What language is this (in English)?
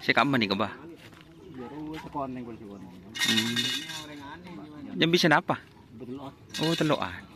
Madurese